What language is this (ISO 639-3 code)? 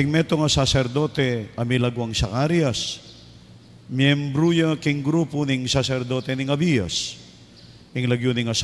pam